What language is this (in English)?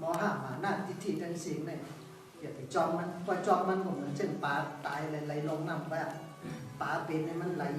Shan